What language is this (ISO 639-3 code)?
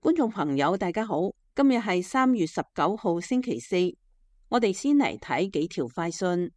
yue